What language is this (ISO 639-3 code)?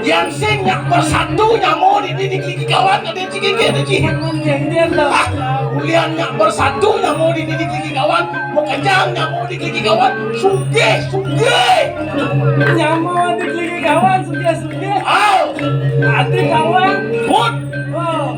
ban